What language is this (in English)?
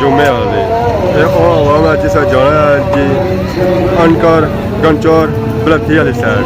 Pahari-Potwari